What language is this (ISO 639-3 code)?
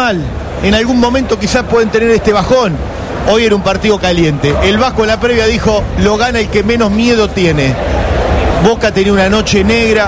spa